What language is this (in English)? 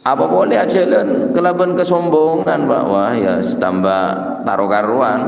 Madurese